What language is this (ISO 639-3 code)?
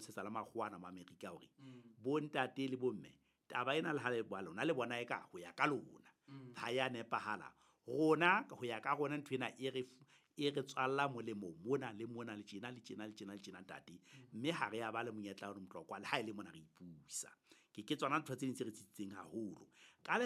sot